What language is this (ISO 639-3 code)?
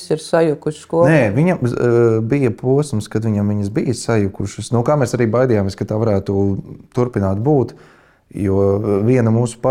lav